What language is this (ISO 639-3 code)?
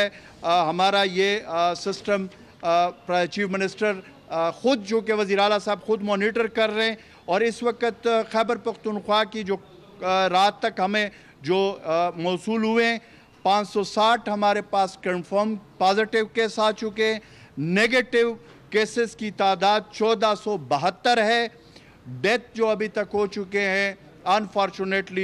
urd